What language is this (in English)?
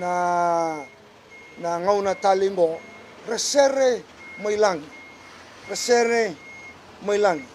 Fijian